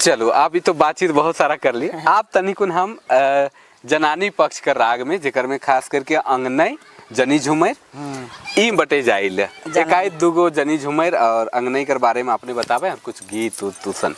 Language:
Sadri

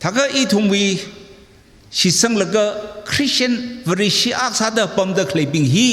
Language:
Tangkhul Naga (India)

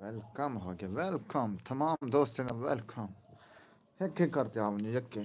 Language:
Saraiki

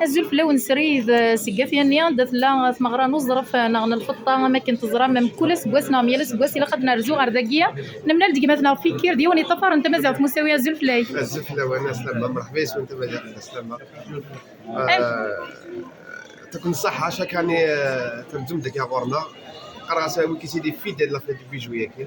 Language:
Kabyle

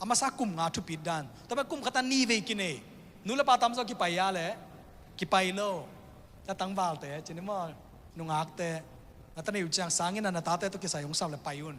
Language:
Tedim Chin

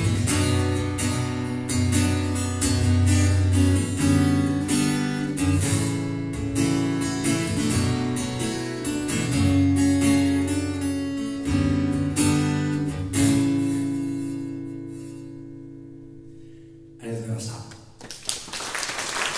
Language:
Japanese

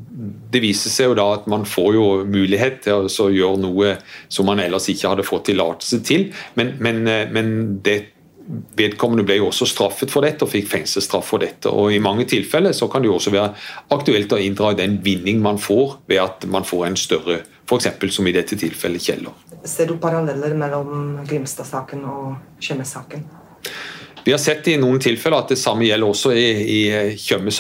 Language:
Norwegian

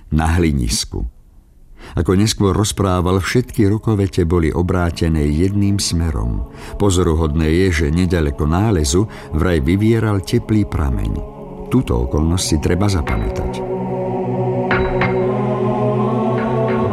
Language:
Slovak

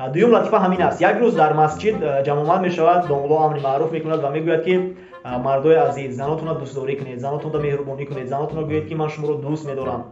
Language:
Tajik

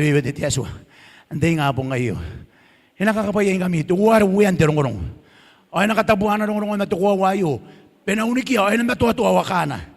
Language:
Gilbertese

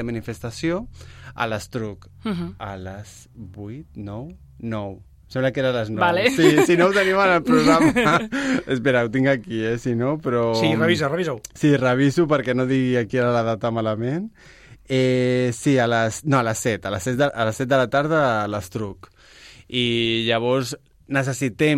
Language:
Catalan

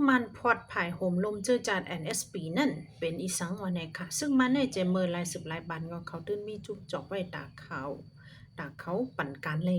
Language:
Shan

